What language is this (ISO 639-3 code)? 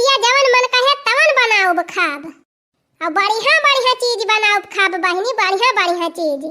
awa